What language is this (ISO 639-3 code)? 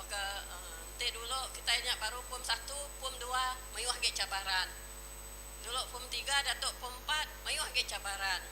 iba